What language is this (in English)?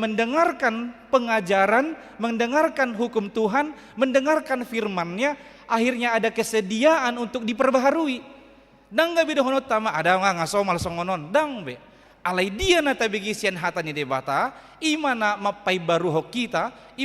Batak Toba